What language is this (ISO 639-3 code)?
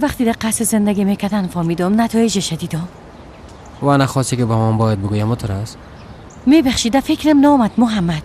fas